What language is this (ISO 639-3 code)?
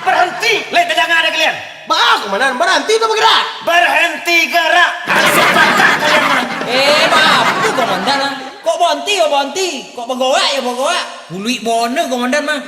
min